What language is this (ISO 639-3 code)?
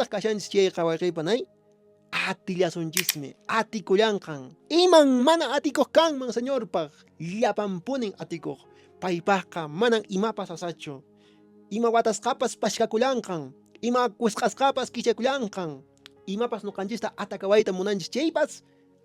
que